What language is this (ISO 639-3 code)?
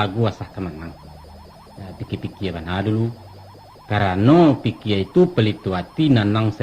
min